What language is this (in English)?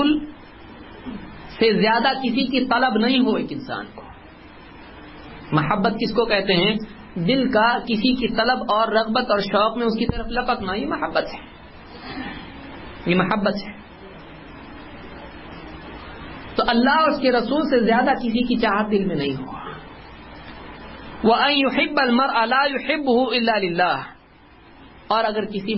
Urdu